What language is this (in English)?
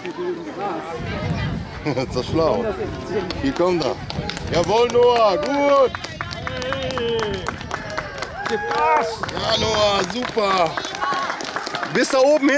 German